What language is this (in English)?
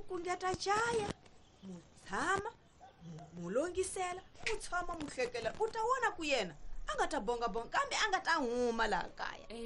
Tsonga